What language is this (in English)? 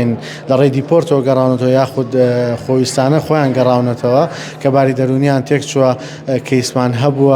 Central Kurdish